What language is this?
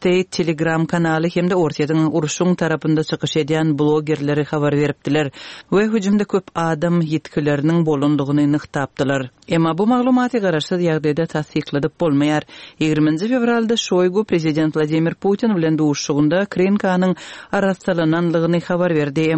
Turkmen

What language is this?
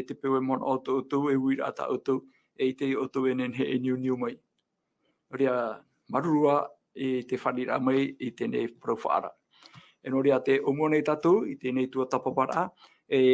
Tahitian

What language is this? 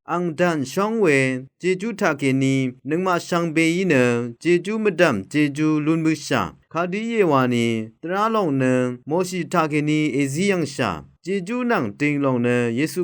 Rawang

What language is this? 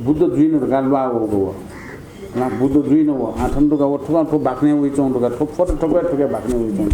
Newari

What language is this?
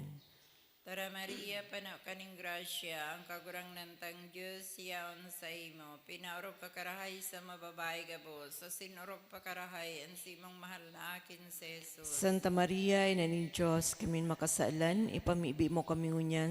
Bikol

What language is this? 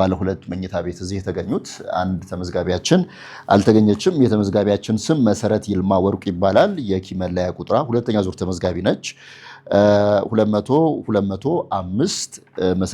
Amharic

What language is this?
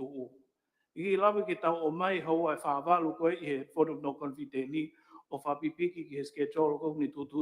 Tongan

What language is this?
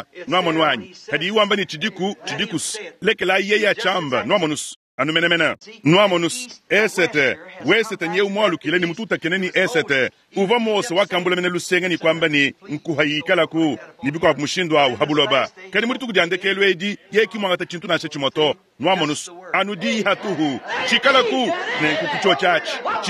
Luba-Lulua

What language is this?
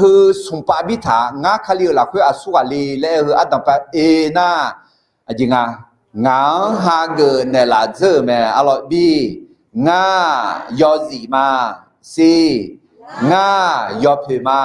Akha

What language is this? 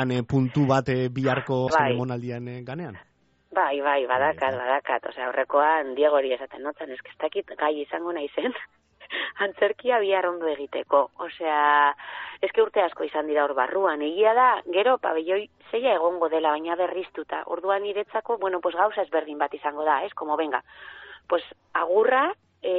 Basque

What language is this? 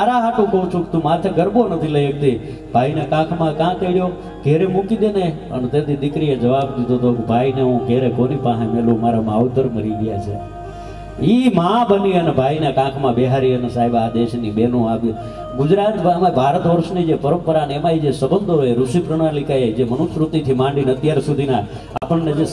Gujarati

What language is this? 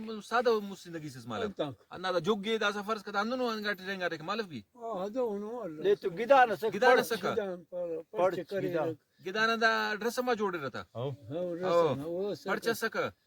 Brahui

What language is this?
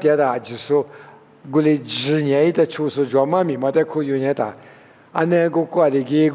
Lisu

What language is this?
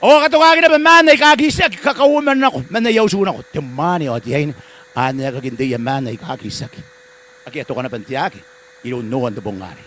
Gilbertese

